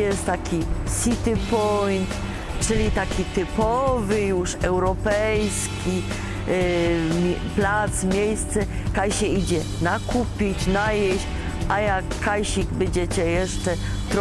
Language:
Silesian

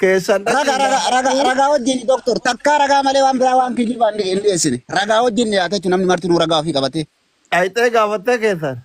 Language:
Oromo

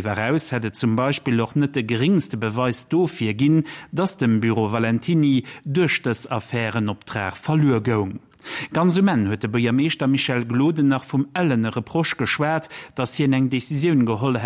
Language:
Luxembourgish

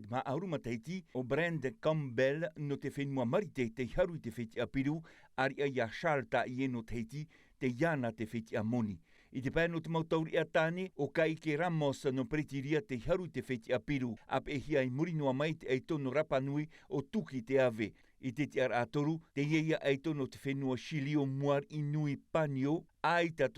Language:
Tahitian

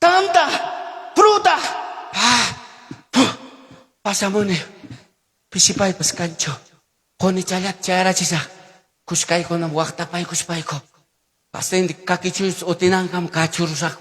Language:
Ayacucho Quechua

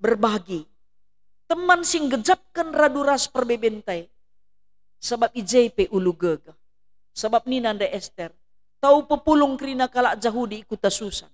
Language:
Batak Karo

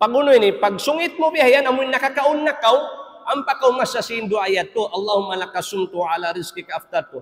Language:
Tausug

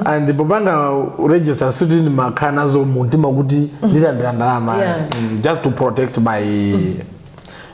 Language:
Nyanja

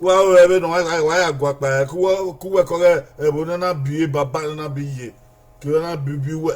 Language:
Bini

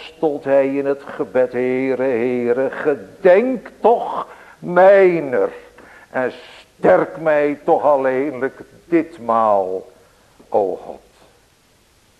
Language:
Dutch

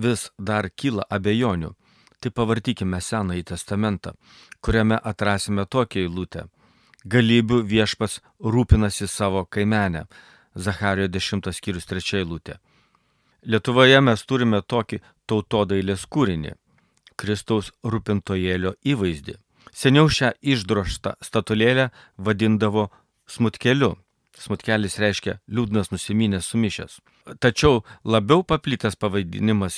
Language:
Lithuanian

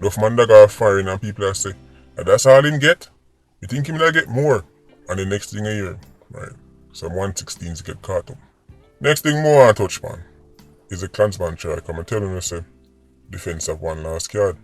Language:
Jamaican Creole English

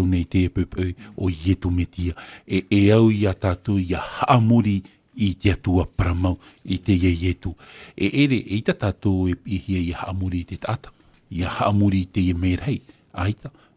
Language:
Tahitian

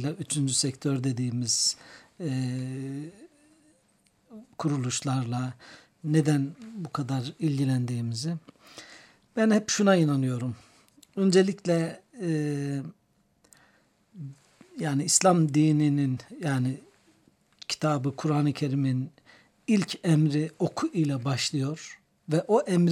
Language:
Turkish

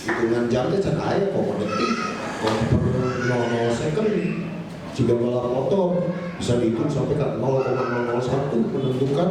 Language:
Sundanese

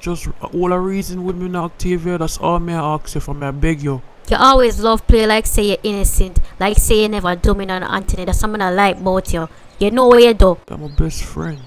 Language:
Jamaican Creole English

